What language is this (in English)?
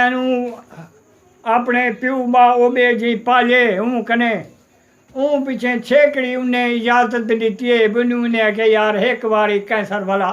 Saraiki